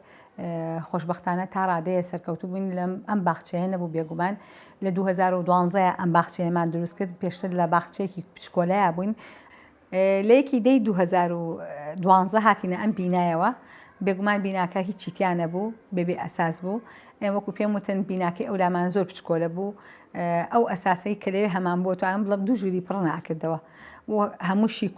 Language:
Central Kurdish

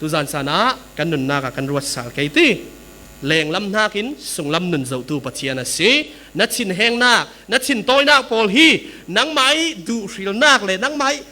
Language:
Falam Chin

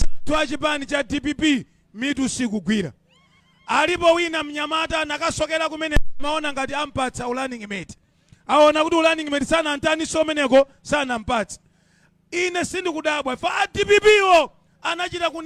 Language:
Nyanja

